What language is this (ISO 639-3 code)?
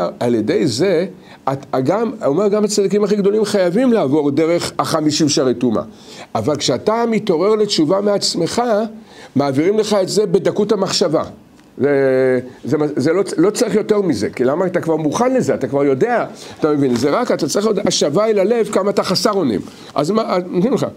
heb